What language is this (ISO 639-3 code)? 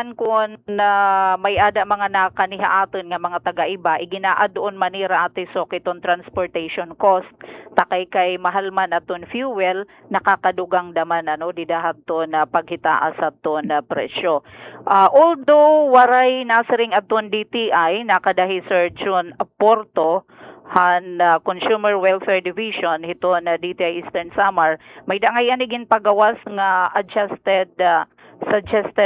war